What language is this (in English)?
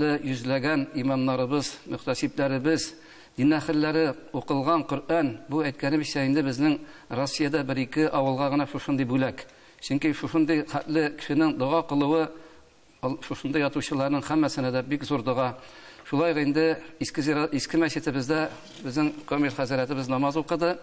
Tatar